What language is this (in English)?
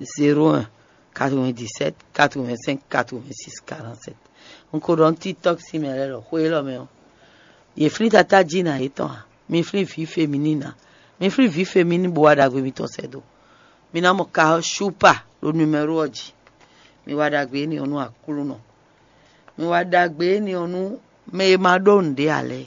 Fon